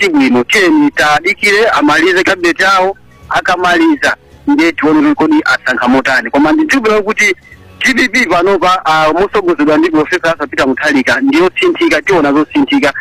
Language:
Nyanja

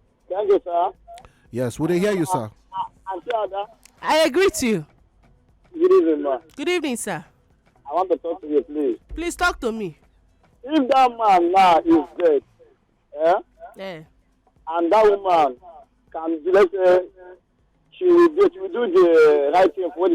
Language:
Nigerian Pidgin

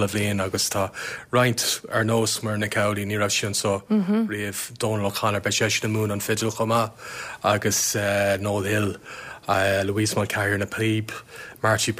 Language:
Irish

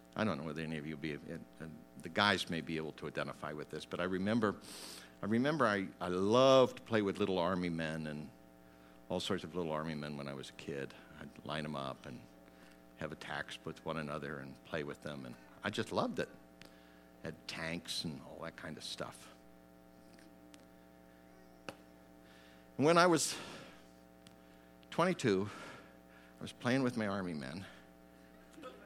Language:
English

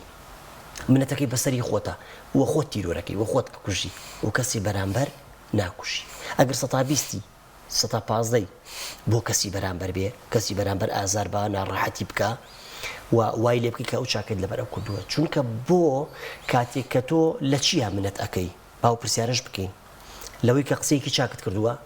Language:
Central Kurdish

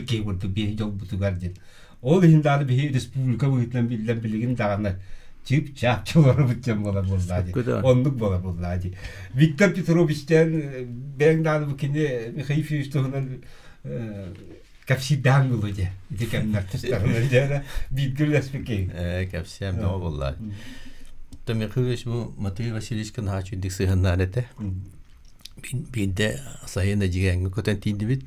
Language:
Yakut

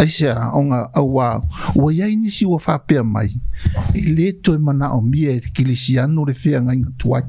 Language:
Samoan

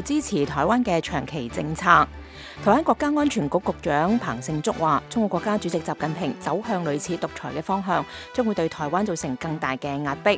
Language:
Cantonese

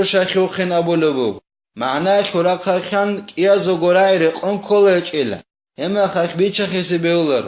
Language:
Avaric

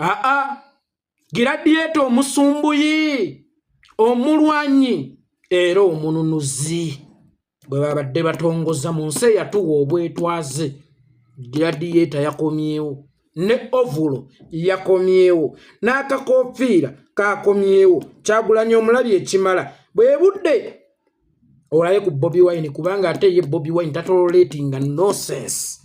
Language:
Ganda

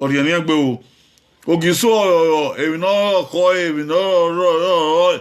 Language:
Bini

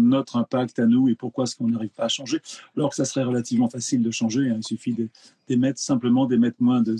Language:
French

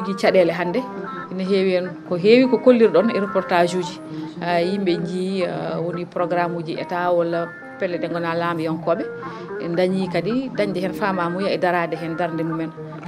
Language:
Fula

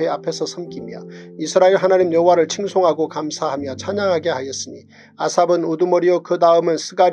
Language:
Korean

